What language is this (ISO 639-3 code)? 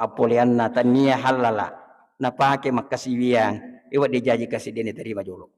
bug